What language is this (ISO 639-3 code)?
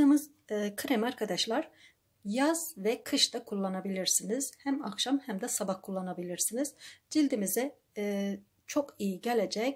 tur